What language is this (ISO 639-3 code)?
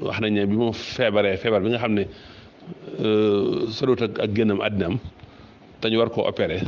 wol